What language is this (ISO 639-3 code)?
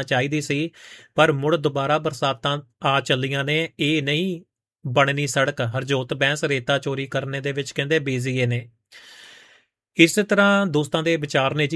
pan